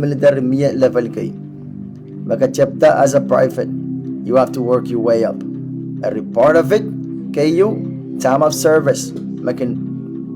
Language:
Pohnpeian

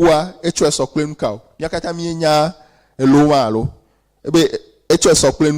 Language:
Ewe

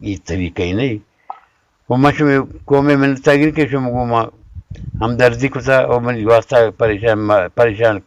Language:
Baluchi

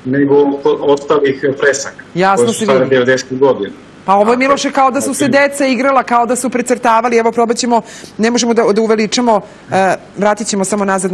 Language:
Serbian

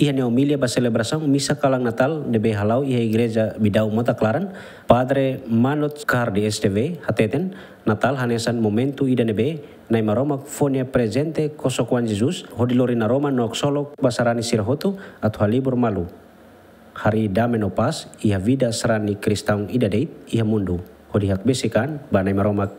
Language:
Tetum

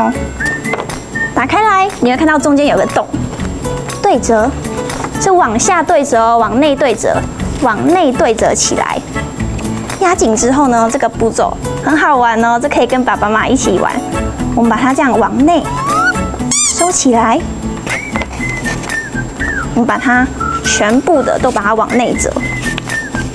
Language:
Chinese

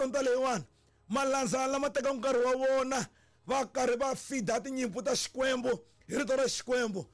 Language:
Tsonga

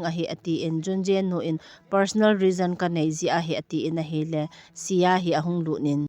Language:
Thado Chin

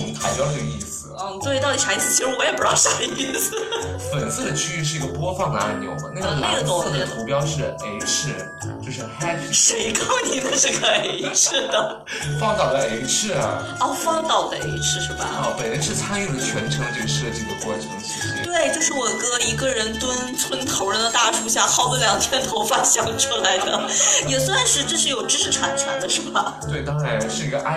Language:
Chinese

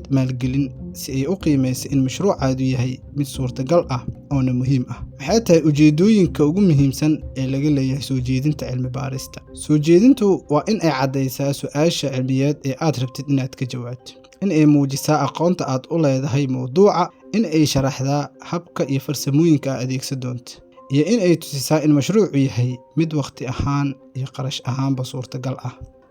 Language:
Somali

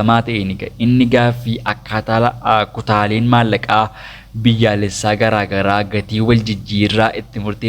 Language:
Oromo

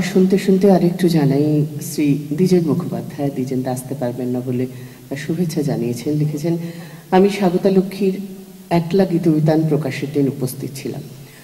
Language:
Bangla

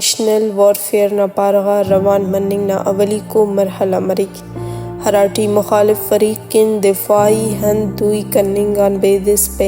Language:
Brahui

